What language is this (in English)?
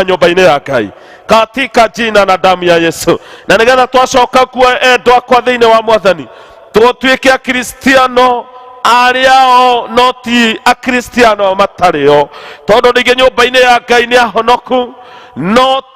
Kikuyu